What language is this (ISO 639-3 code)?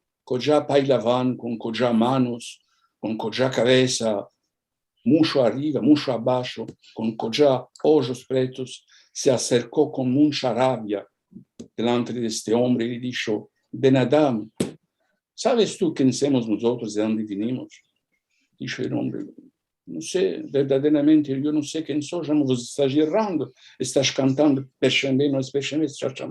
lad